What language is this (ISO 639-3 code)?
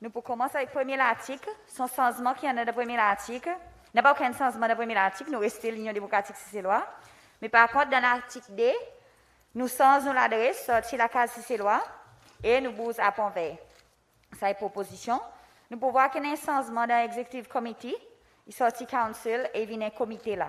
crs